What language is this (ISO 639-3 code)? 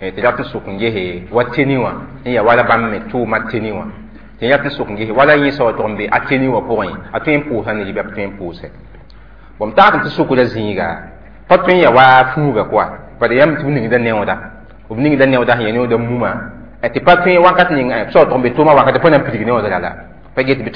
mos